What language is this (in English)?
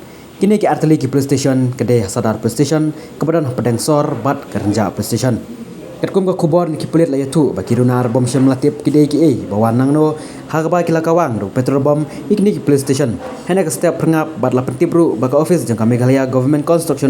Khasi